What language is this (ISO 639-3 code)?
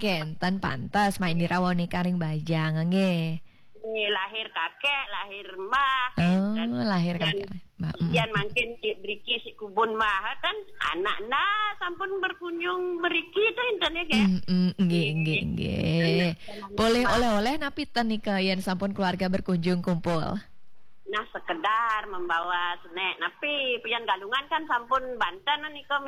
ban